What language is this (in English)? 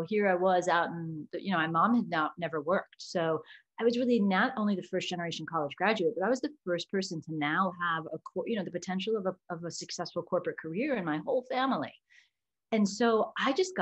English